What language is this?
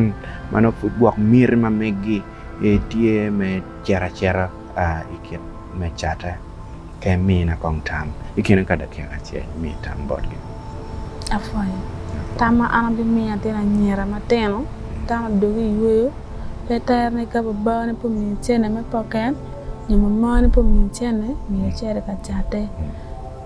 Acoli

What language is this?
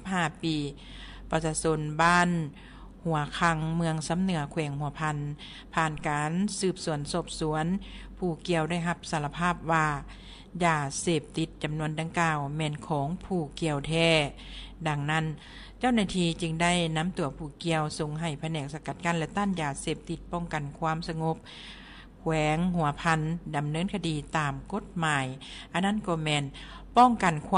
Lao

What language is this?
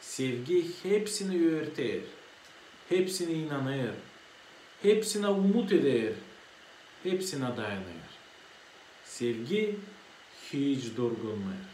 Gagauz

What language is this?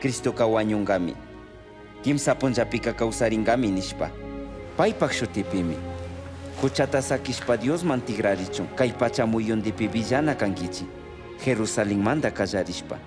Chimborazo Highland Quichua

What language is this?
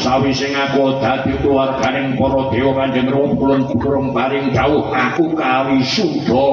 Javanese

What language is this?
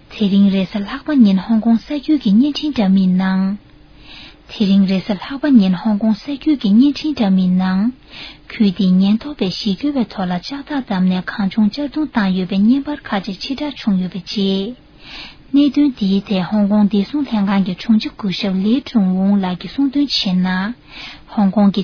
Tibetan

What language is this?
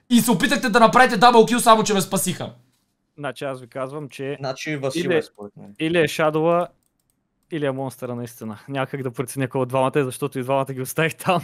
Bulgarian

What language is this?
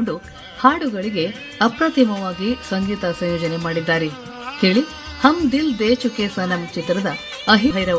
Kannada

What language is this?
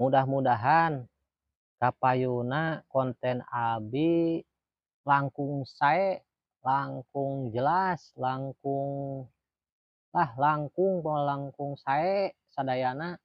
Sundanese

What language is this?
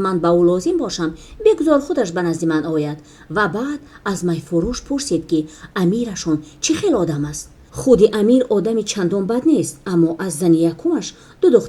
Tajik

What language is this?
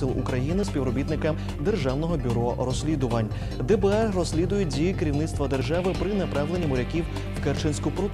Ukrainian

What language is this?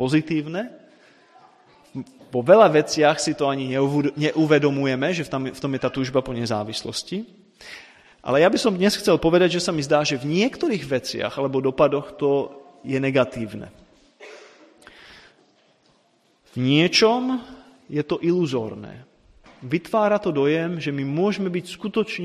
Slovak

